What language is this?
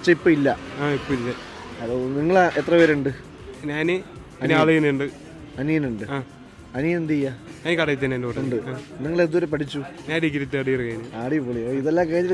Malayalam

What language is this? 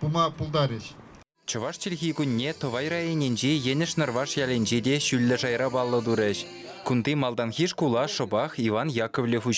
Chuvash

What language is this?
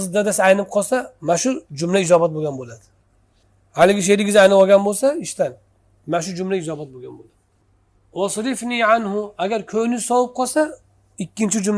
Uzbek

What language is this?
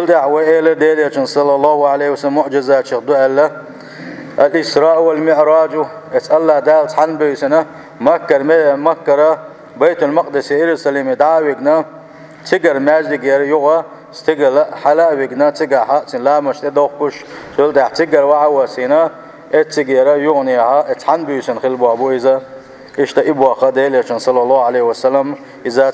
Chechen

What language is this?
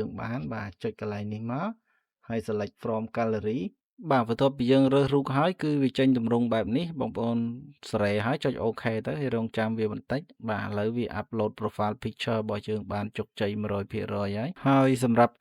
Khmer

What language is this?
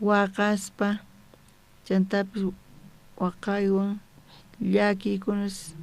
South Bolivian Quechua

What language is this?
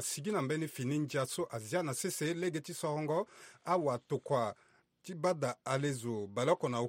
Sango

